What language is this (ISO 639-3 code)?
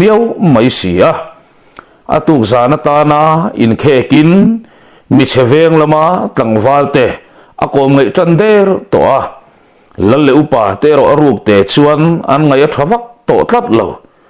lus